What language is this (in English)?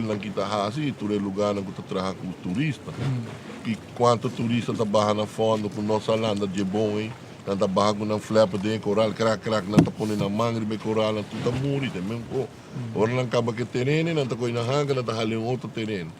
Papiamento